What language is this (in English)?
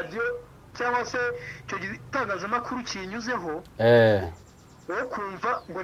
Kinyarwanda